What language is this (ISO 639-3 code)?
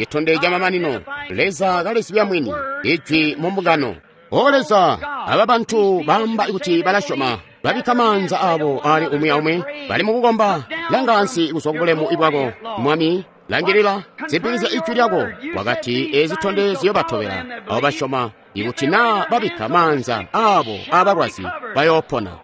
toi